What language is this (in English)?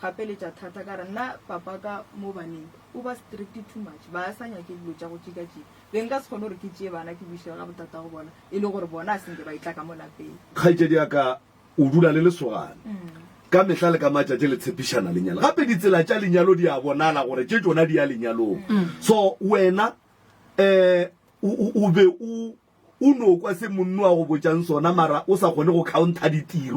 Northern Sotho